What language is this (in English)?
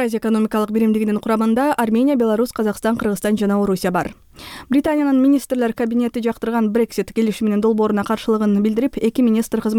Kyrgyz